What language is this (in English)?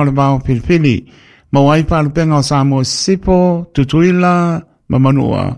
Samoan